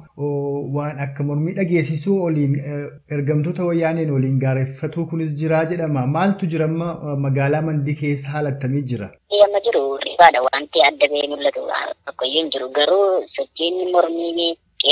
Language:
Oromo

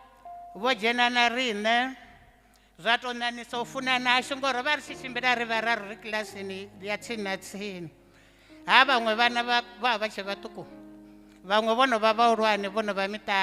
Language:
Venda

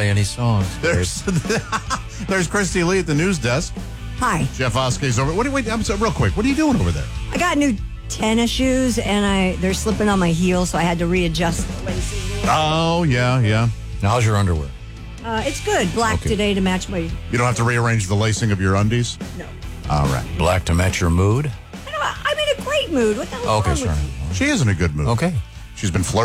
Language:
English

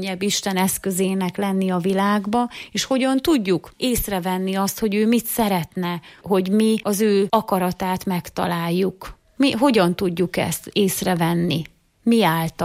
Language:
Hungarian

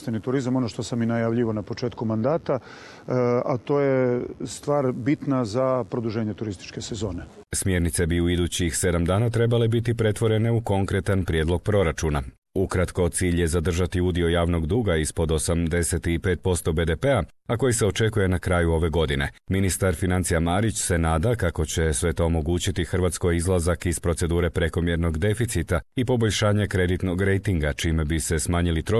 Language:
Croatian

